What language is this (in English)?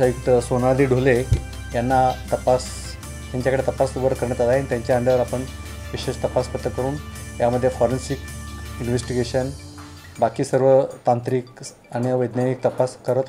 Marathi